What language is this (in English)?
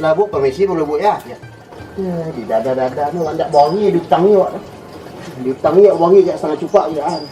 Minangkabau